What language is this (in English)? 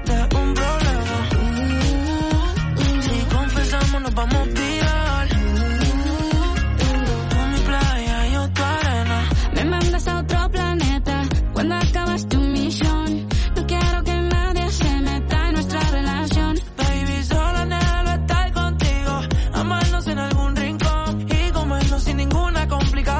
Spanish